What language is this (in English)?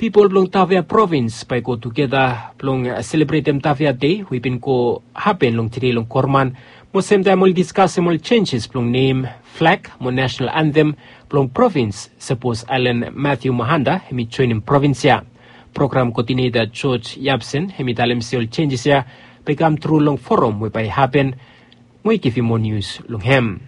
Bislama